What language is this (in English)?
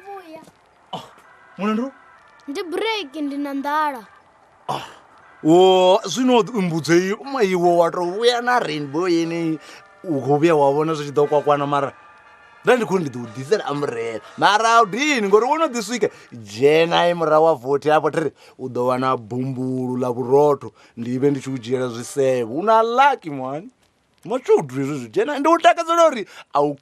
Venda